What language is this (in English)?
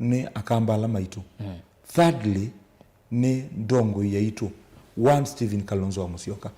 Kamba